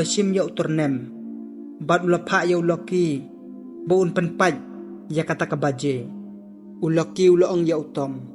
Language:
Khasi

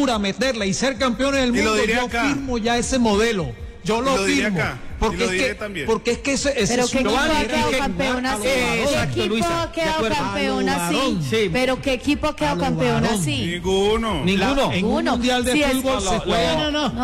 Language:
Spanish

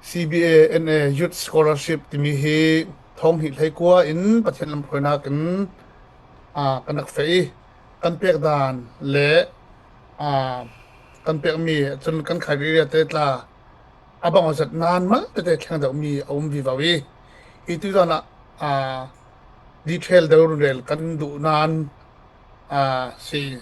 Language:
Falam Chin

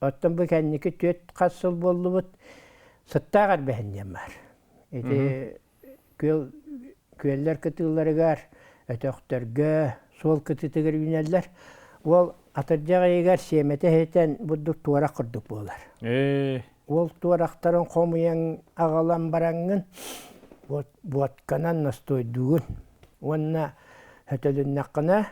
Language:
Yakut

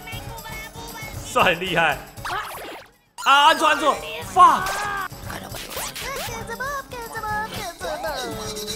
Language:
Chinese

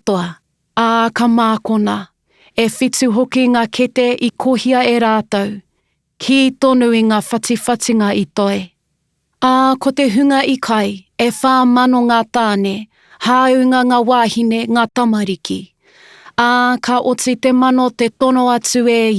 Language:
Māori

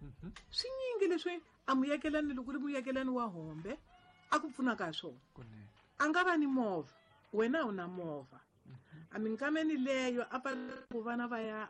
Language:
Tsonga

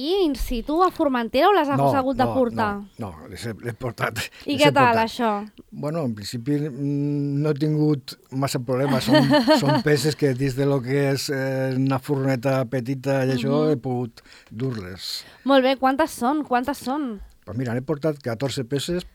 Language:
Catalan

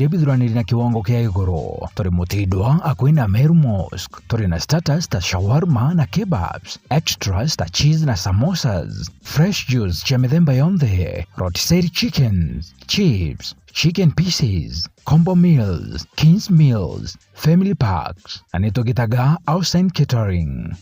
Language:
Meru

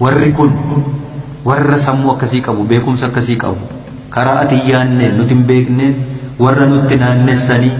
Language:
Oromo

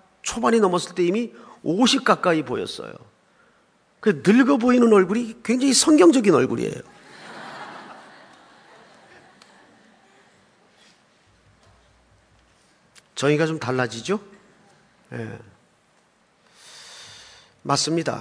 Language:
Korean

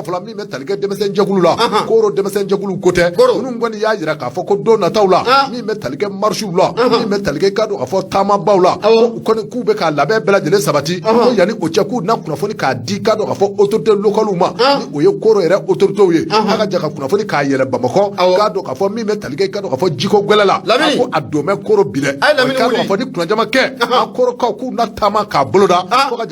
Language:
Bambara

